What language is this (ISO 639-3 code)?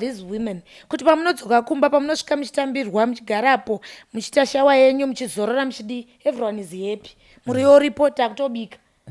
sna